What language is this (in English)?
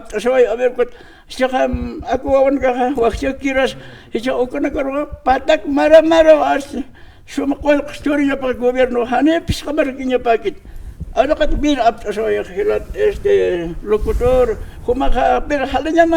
Aymara